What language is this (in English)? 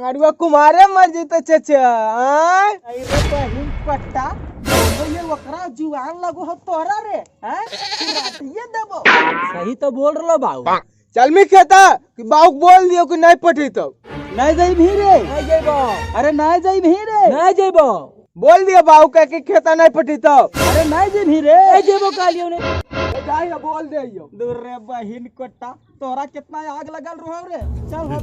Magahi